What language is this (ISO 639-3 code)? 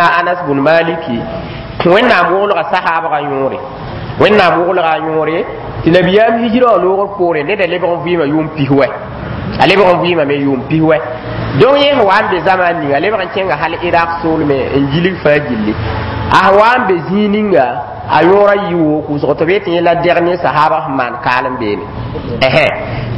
mos